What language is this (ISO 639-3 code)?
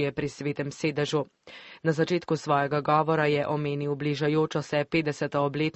slv